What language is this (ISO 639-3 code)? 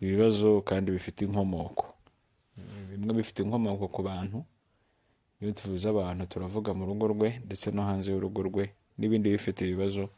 kin